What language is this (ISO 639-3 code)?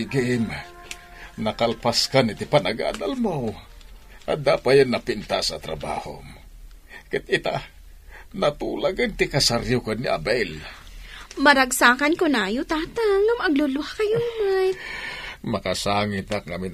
ilo